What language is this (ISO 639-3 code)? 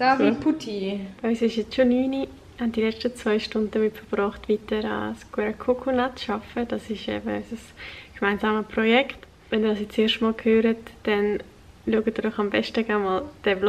gsw